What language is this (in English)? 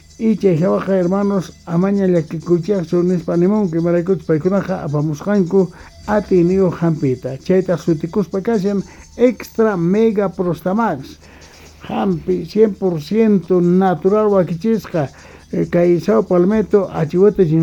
South Bolivian Quechua